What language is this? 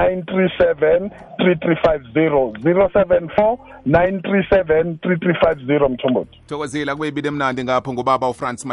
South Ndebele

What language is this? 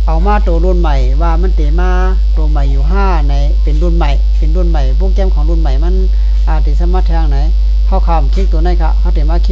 Shan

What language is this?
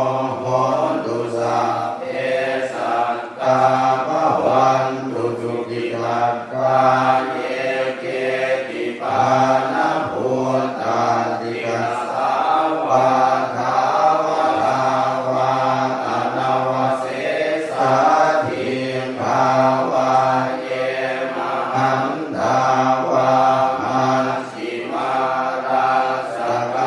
Pali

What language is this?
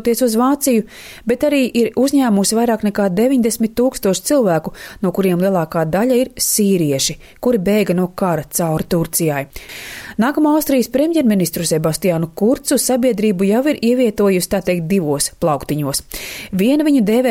Latvian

